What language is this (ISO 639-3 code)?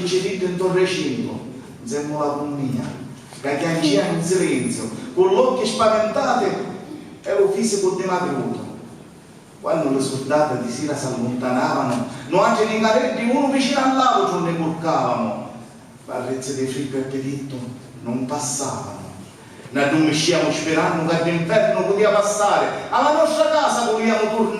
scn